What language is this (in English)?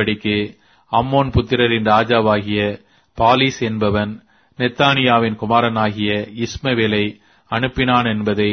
Tamil